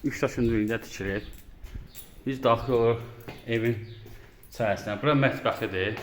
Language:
Azerbaijani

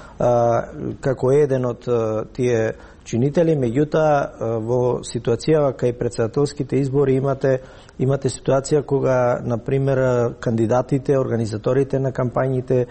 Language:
Macedonian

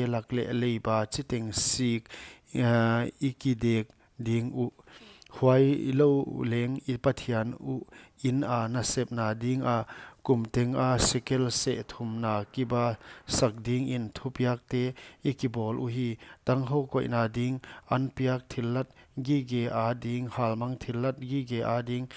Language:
Paite Chin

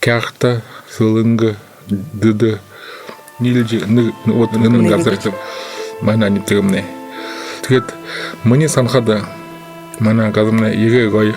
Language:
Buriat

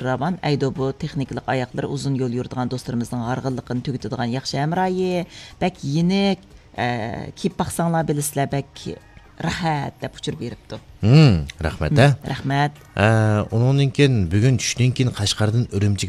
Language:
Uyghur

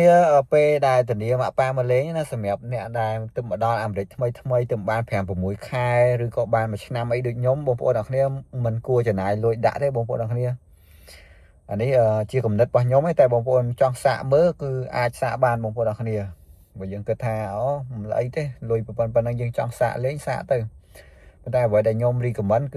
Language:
Khmer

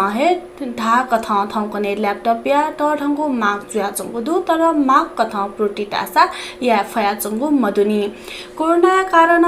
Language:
Newari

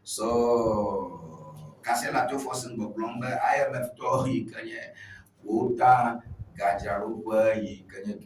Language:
Ewe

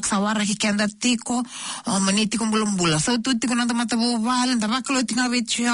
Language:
Fijian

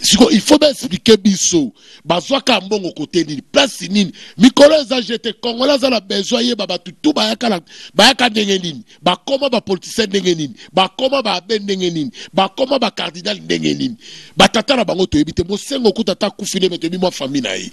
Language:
Lingala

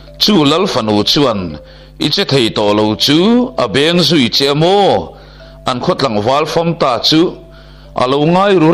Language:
Mizo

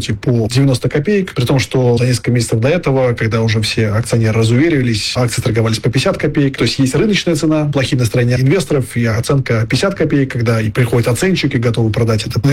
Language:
Russian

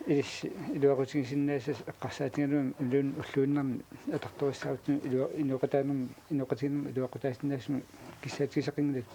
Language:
Kalaallisut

